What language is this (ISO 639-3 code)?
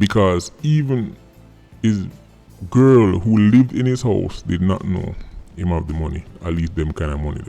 jam